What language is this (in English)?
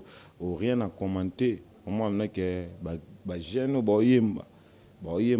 Lingala